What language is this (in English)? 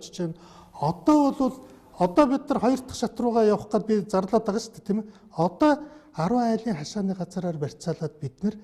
Mongolian